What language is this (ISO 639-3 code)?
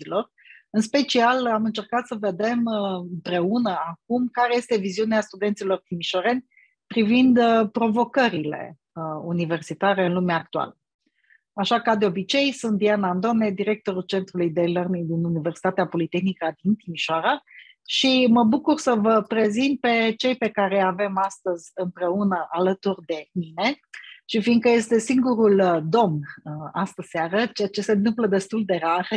ron